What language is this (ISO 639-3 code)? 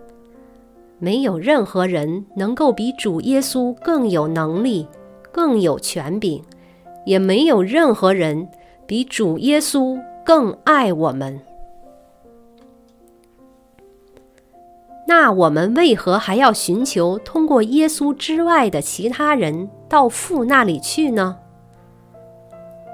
zho